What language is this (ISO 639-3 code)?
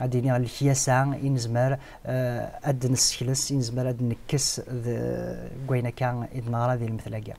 kab